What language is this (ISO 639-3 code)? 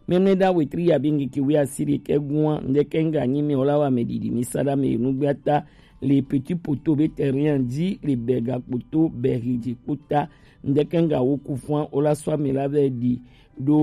gej